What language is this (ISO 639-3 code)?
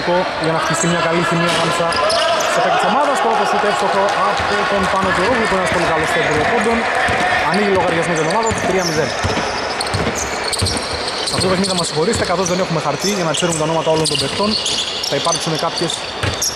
ell